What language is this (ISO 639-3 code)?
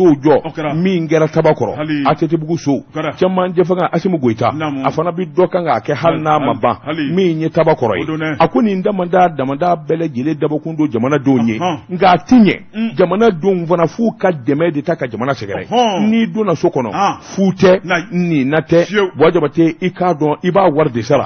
bam